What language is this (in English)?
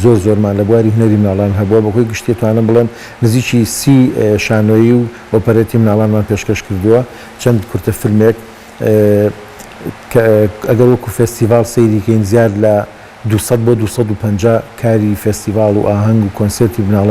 Central Kurdish